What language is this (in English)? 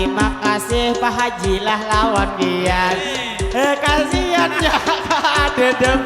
Banjar